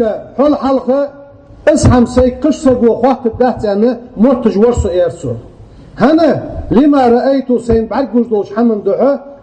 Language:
Ingush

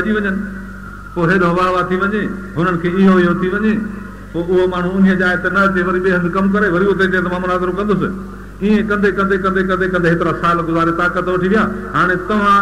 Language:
Sindhi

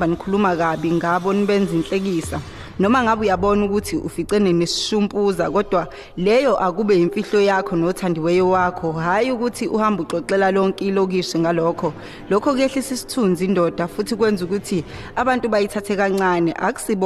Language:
Zulu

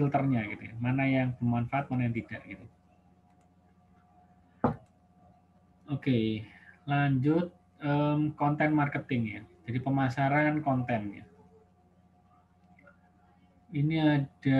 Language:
Indonesian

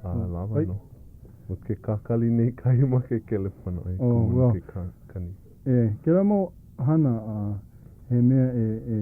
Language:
Hawaiian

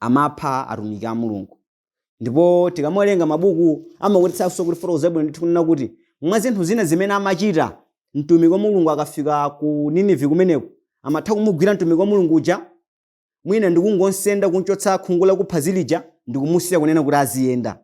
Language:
Nyanja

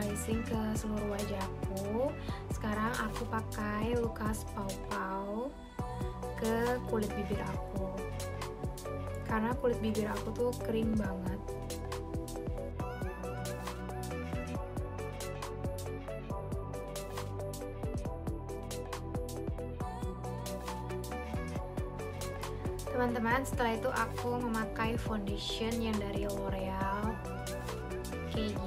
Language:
Indonesian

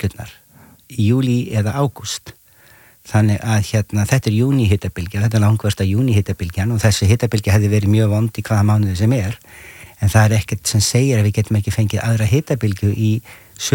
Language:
Icelandic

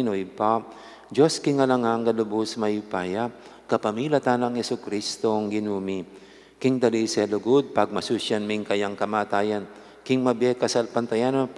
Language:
Pampanga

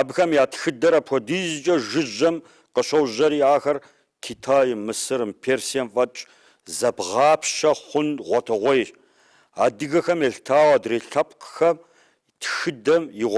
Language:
Kabardian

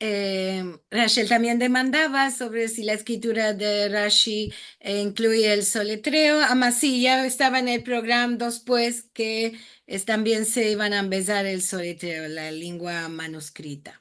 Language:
Ladino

